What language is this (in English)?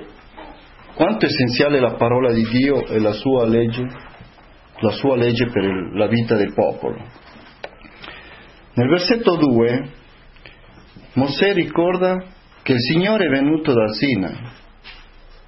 Italian